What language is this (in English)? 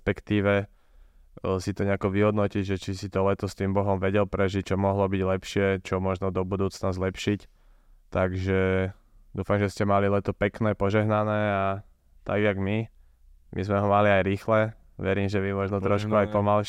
Slovak